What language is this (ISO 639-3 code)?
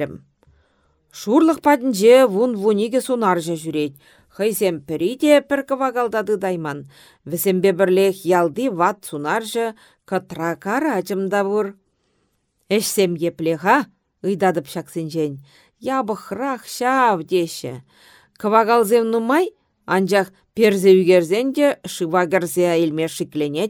chv